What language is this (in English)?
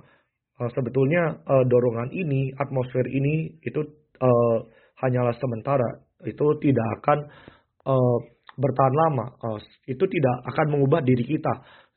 Indonesian